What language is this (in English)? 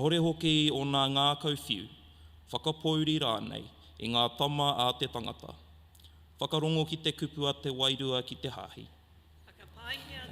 Māori